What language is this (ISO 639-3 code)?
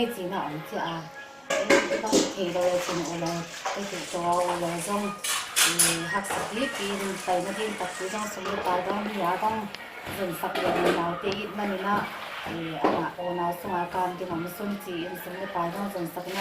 ctd